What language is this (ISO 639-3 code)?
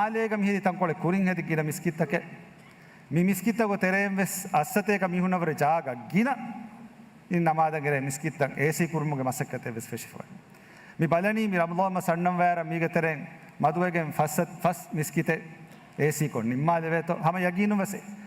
div